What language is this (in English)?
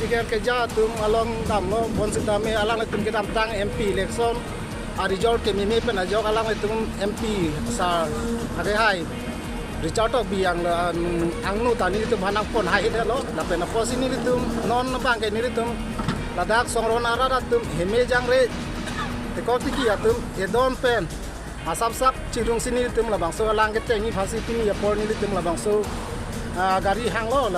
Karbi